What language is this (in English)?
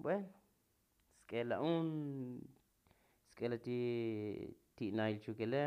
Tzotzil